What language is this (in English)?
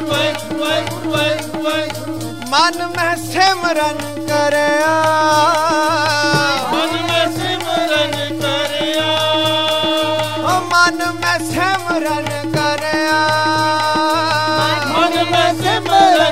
Punjabi